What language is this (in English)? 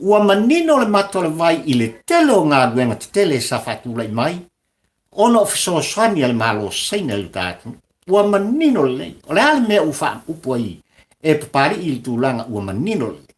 Samoan